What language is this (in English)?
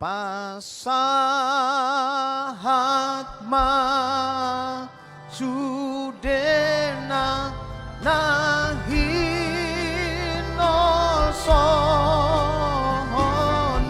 Batak Toba